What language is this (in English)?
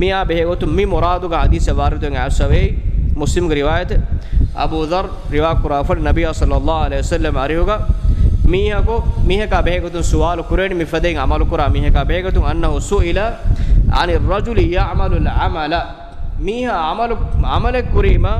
Divehi